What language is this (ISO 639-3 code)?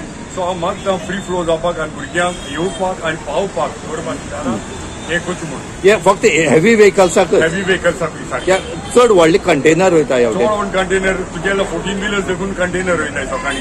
kok